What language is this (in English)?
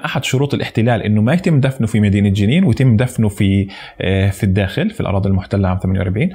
North Levantine Arabic